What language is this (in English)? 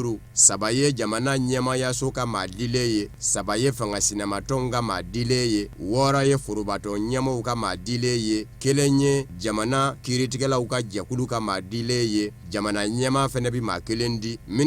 Bambara